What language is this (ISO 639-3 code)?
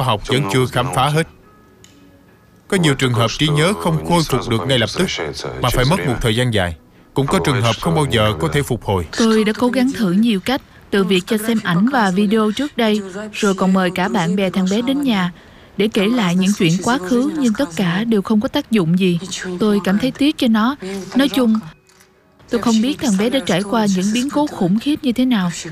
vie